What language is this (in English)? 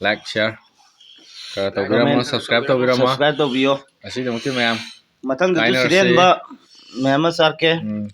Manipuri